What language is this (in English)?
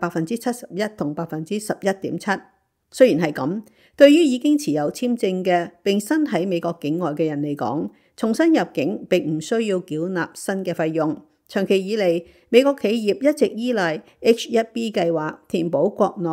Cantonese